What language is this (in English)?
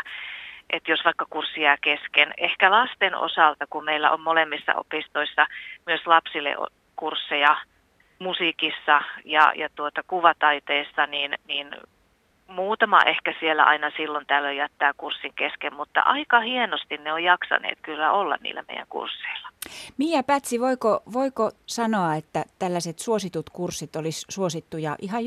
Finnish